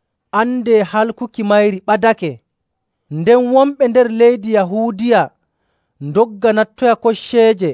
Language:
Nigerian Fulfulde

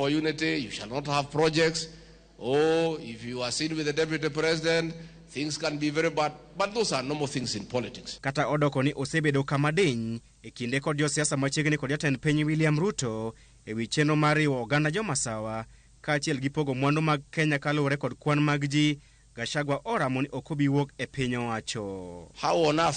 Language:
Luo (Kenya and Tanzania)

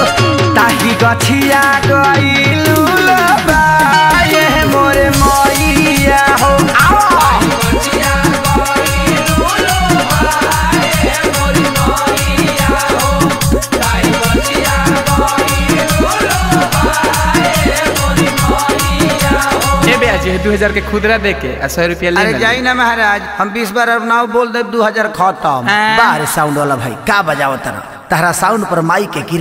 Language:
Bhojpuri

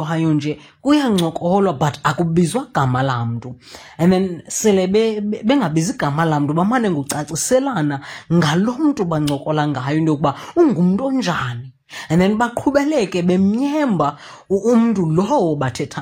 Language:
Xhosa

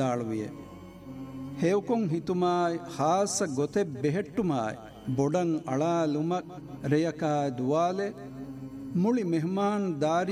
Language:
Divehi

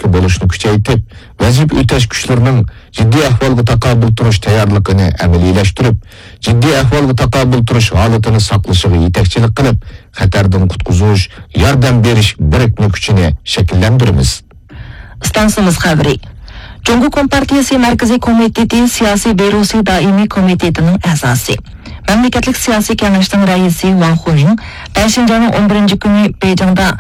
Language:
Uyghur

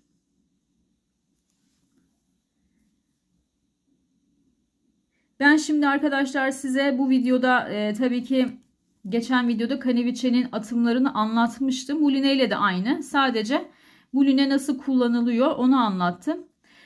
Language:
Turkish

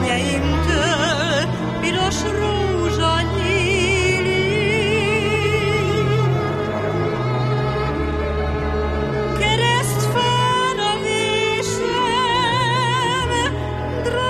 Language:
Hungarian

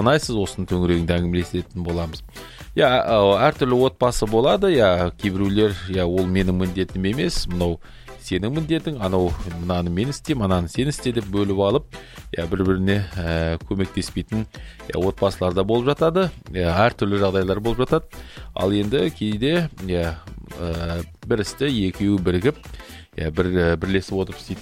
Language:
Kazakh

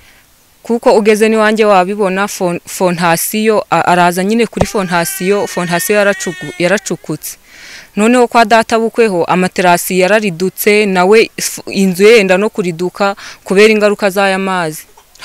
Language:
Kinyarwanda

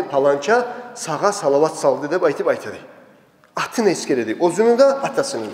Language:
Kumyk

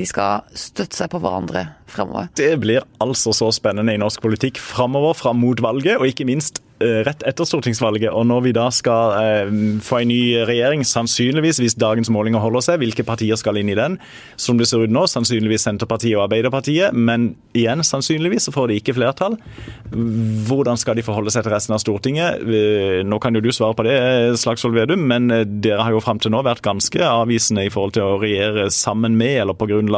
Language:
Norwegian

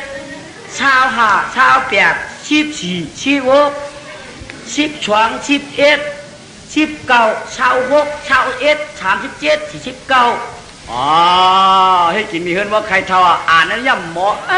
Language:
Shan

